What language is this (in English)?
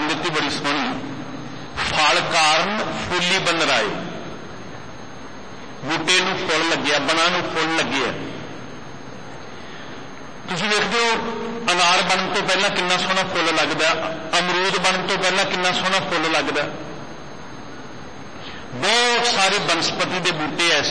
Punjabi